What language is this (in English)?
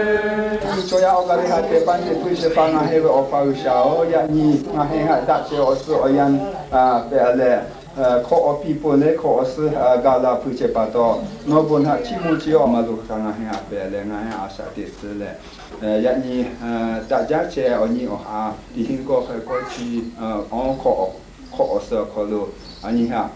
Lahu